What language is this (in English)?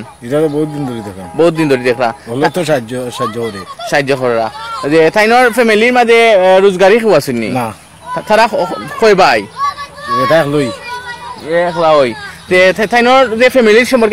Sylheti